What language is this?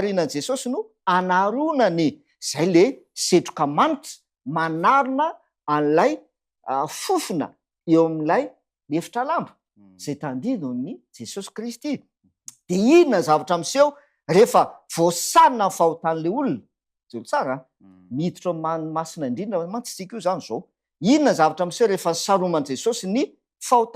Malagasy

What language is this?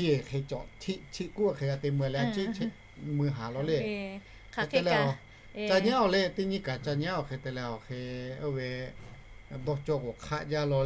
Lahu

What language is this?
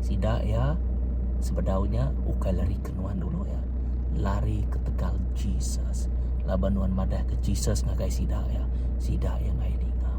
Iban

